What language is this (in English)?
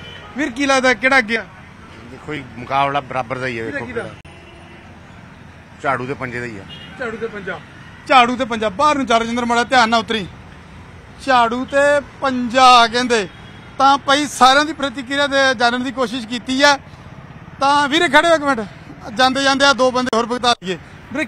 Punjabi